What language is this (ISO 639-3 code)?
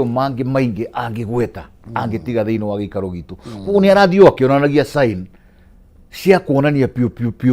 kik